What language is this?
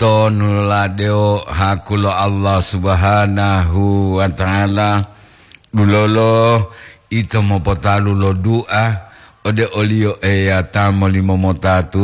Gorontalo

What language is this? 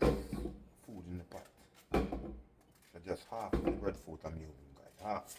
Jamaican Creole English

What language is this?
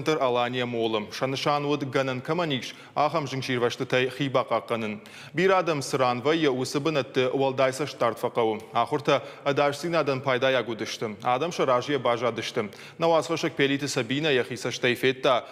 Ossetic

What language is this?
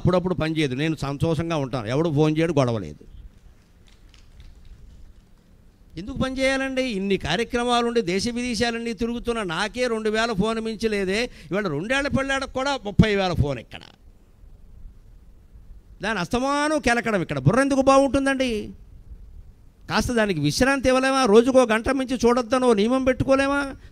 Telugu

